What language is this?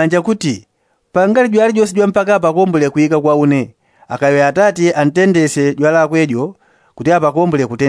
Yao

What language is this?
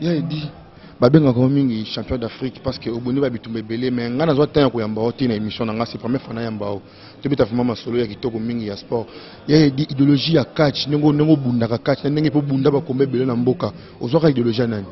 Lingala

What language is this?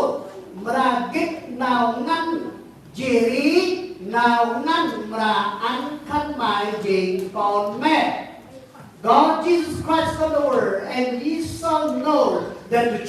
Central Mnong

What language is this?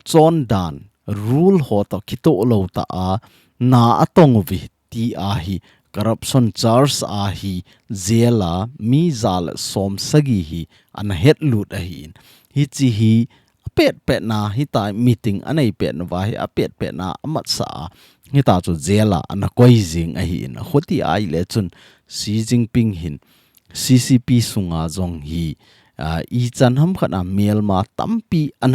Thado Chin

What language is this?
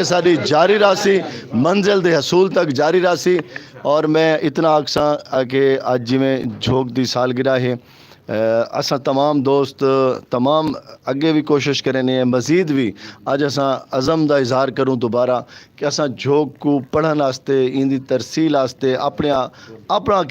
Saraiki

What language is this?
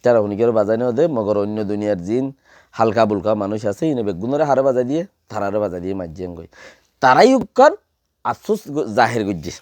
Rohingya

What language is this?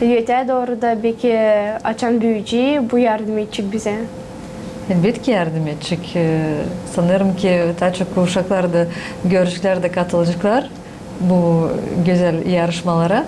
Gagauz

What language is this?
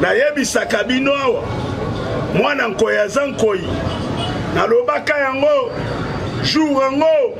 Lingala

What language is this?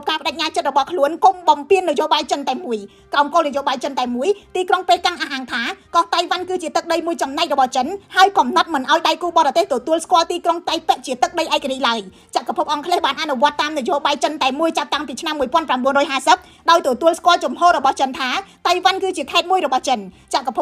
Khmer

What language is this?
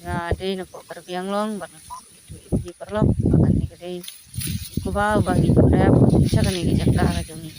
Khasi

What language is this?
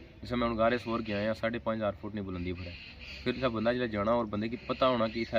Pahari-Potwari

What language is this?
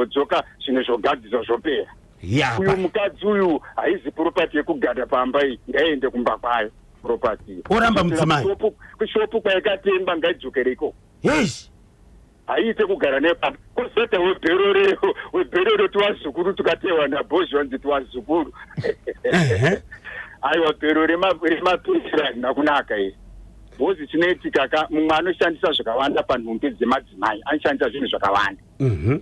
Shona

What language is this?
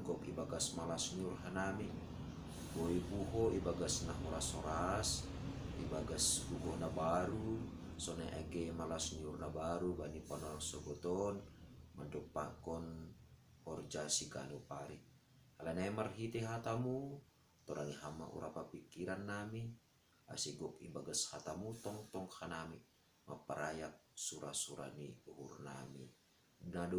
Batak Simalungun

